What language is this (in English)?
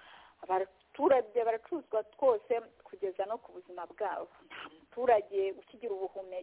Kinyarwanda